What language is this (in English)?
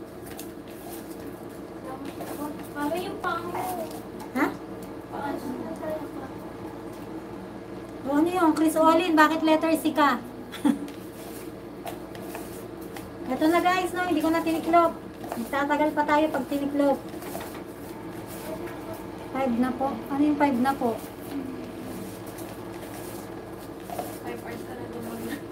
Filipino